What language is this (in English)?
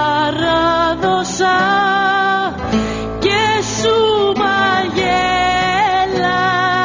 Greek